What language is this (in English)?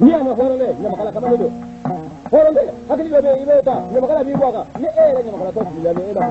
Bambara